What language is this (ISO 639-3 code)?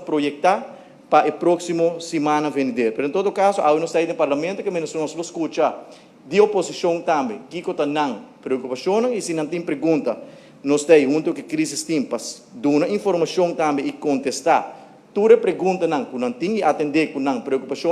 pap